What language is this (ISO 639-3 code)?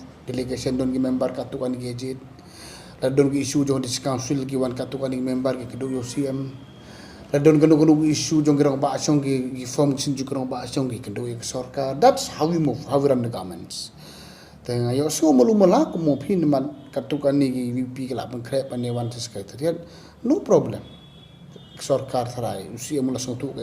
kha